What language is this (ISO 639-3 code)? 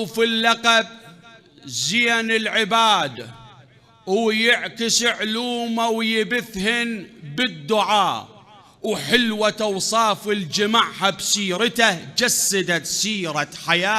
acm